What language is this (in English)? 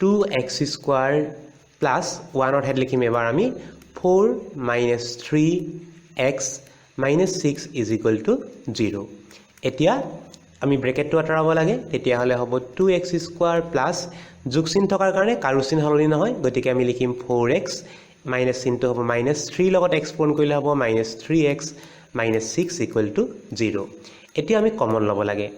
Assamese